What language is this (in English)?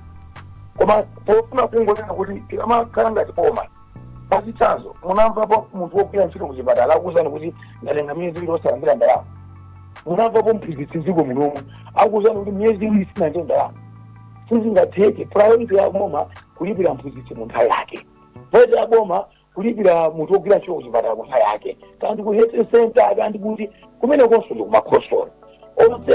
Nyanja